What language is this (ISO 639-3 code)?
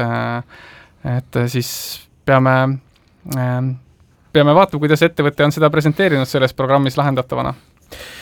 est